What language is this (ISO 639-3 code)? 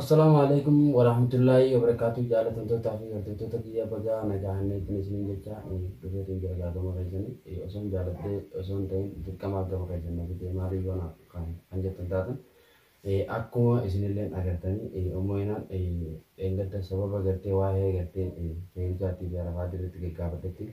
orm